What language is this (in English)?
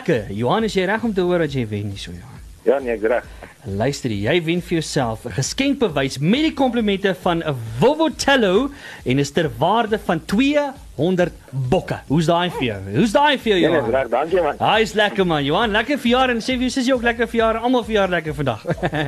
Afrikaans